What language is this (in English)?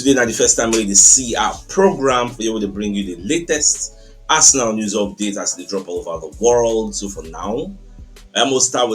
Nigerian Pidgin